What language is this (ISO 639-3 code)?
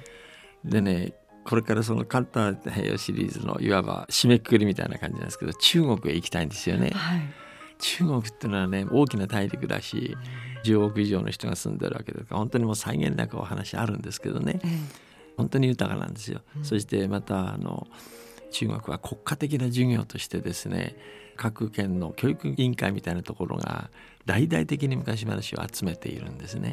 jpn